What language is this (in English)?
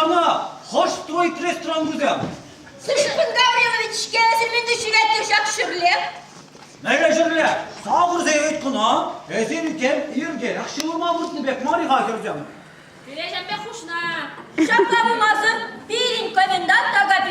Chuvash